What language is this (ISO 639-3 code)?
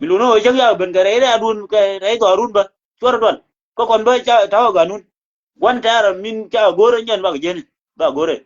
nus